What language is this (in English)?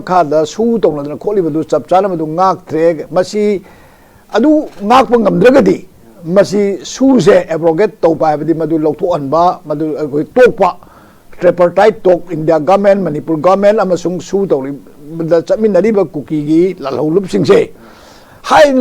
Manipuri